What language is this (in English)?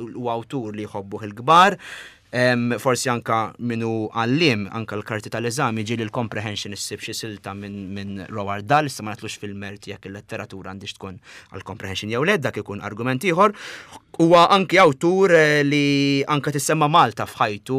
Maltese